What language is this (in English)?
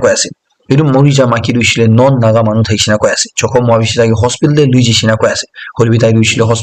Naga Pidgin